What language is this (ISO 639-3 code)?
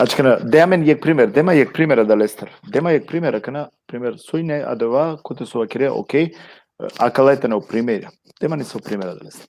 rmn